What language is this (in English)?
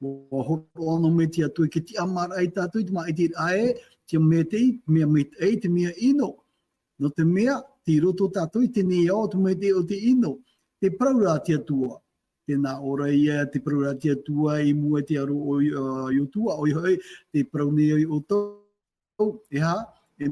Tahitian